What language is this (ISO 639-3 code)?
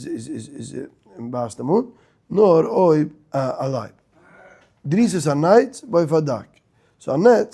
yid